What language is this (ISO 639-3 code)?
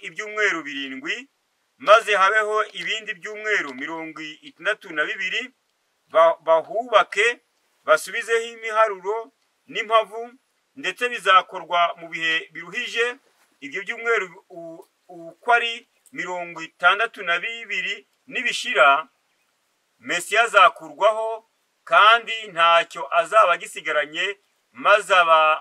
kin